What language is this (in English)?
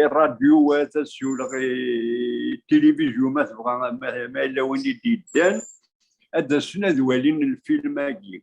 Kabyle